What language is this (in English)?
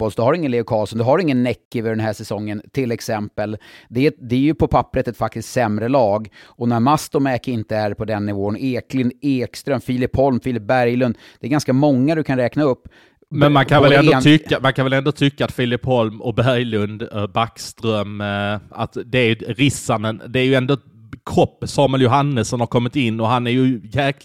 Swedish